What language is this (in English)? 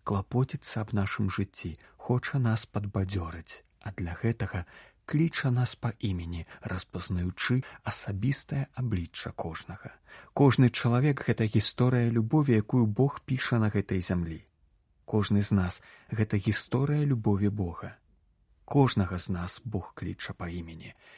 Belarusian